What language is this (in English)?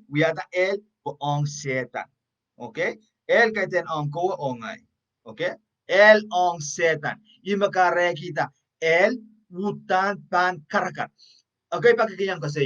Pohnpeian